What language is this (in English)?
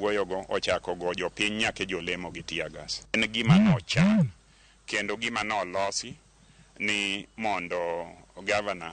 Luo (Kenya and Tanzania)